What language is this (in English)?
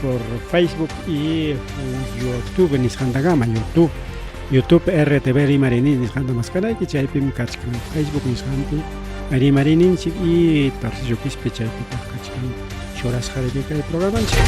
Ayacucho Quechua